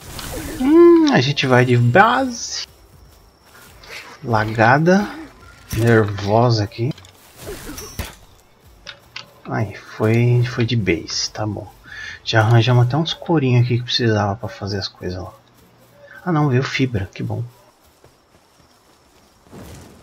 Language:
Portuguese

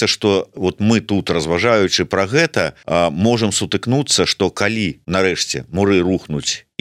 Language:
Belarusian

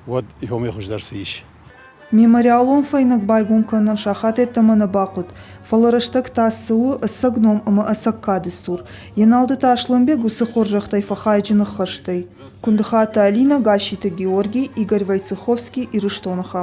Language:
Ossetic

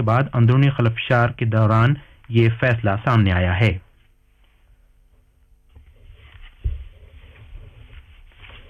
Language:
Urdu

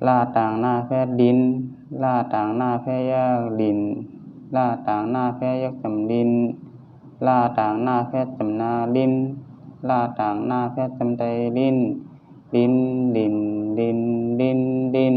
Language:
Shan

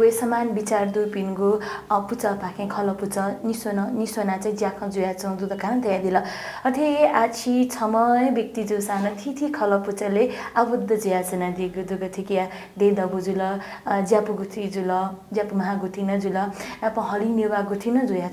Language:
Newari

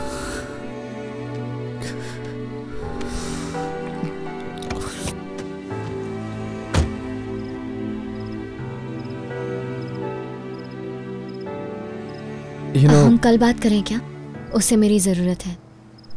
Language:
Hindi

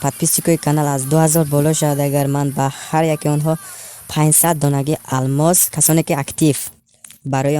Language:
Tajik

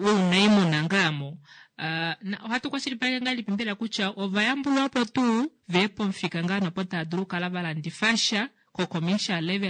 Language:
Kuanyama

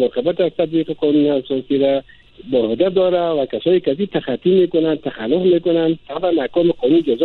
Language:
Persian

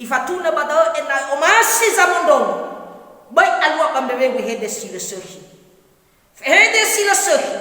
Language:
Nias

